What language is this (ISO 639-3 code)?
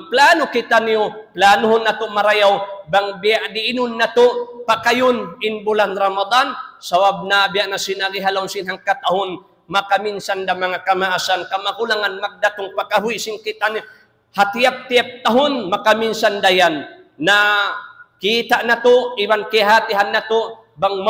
tsg